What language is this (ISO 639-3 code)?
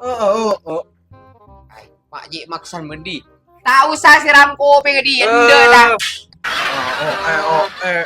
mad